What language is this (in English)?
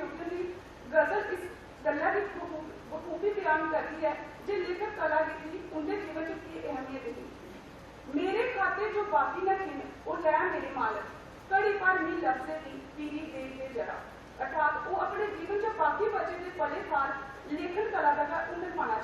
Dogri